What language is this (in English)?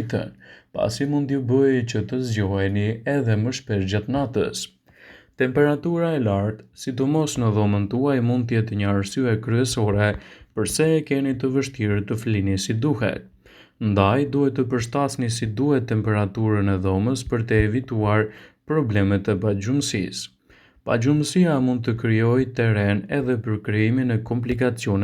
Albanian